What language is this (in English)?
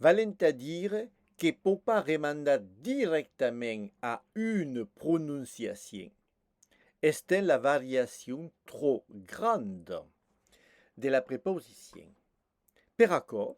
Occitan